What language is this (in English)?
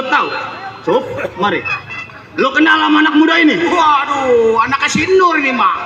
Betawi